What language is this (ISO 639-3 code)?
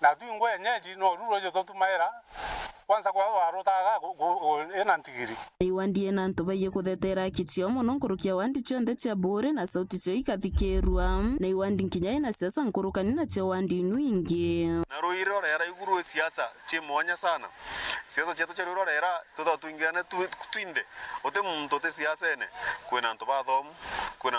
mer